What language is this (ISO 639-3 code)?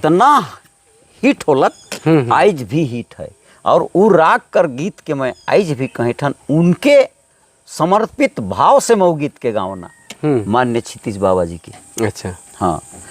sck